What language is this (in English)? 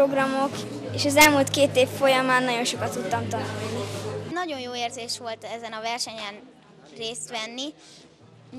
Hungarian